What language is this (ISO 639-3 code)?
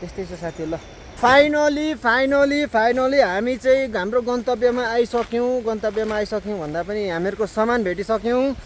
nep